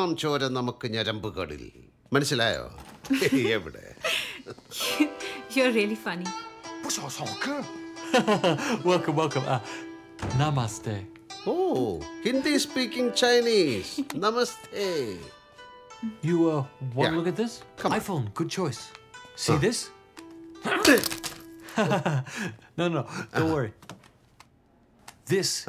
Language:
Malayalam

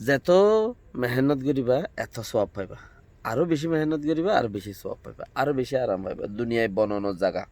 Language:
Rohingya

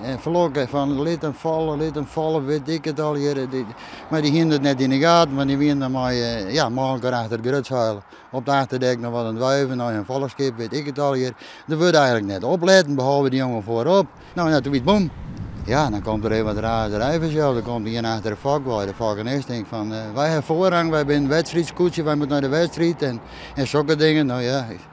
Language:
Western Frisian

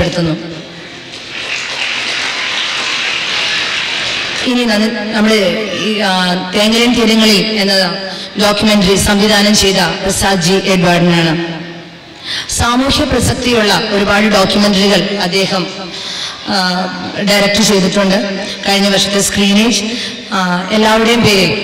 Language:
Malayalam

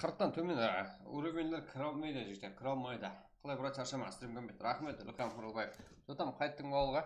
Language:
Kara-Kalpak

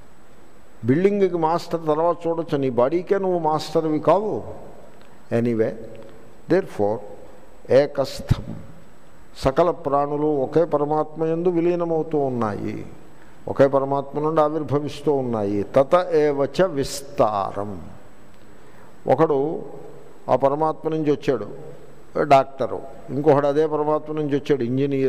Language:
Telugu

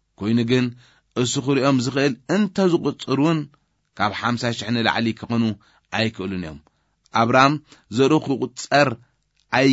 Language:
Tigrinya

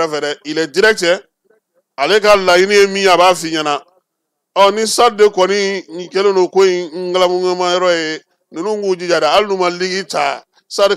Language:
Bambara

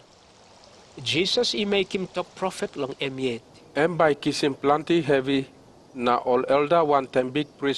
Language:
Tok Pisin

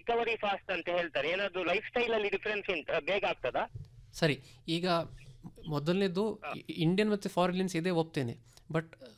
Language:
Kannada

